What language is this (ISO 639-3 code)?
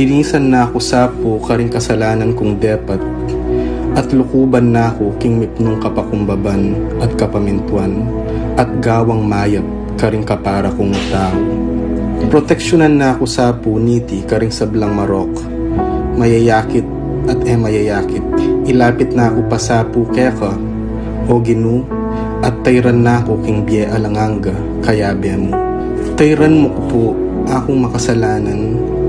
pam